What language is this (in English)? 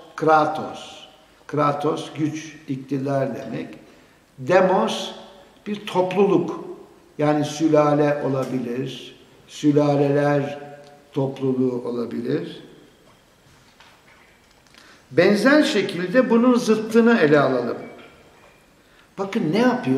Turkish